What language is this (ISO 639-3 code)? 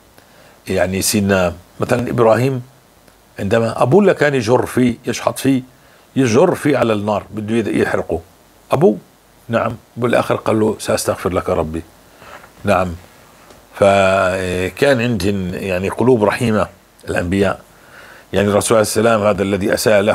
apc